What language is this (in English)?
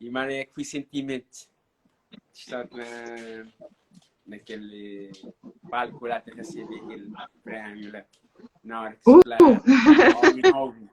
Kabuverdianu